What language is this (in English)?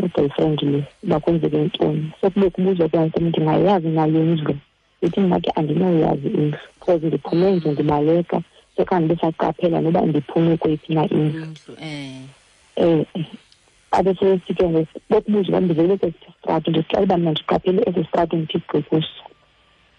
Xhosa